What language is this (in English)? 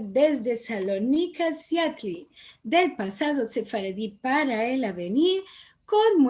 Ladino